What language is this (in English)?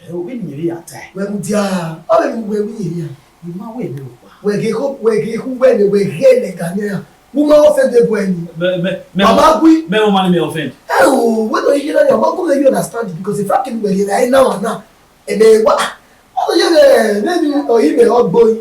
Bini